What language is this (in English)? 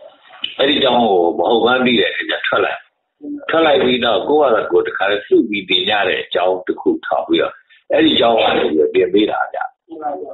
Burmese